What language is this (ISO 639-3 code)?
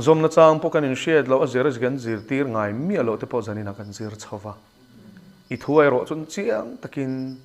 lus